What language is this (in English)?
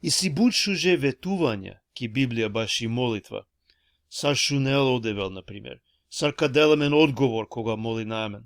Balkan Romani